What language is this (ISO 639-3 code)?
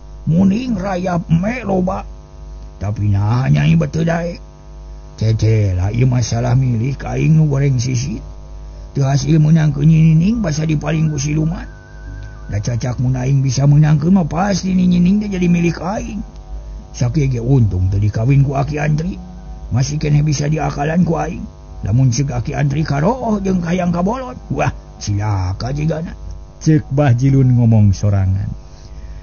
sun